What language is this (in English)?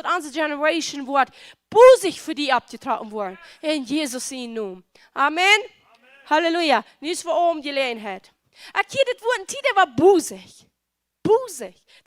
Plautdietsch